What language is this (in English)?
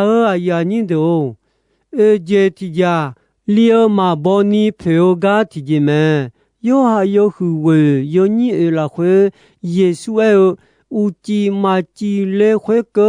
Akha